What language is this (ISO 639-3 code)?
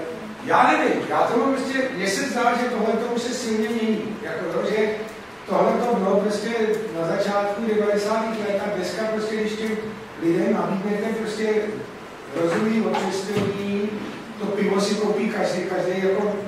ces